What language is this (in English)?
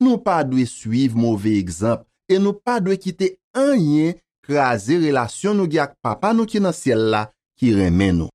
Haitian Creole